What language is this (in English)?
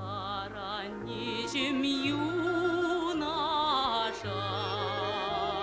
Chuvash